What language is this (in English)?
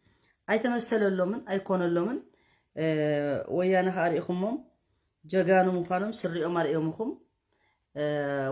Tigrinya